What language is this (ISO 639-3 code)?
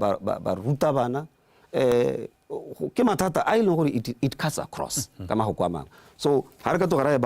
tsn